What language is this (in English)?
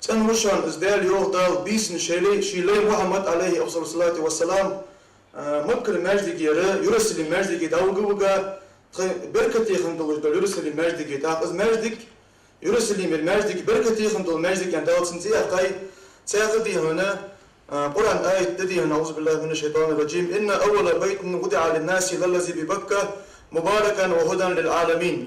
Ingush